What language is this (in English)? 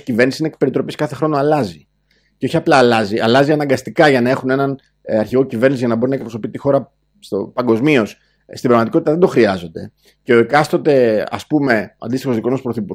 Greek